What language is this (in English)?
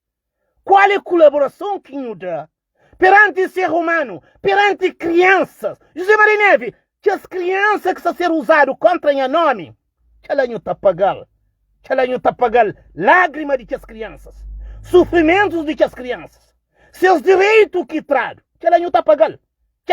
Kabuverdianu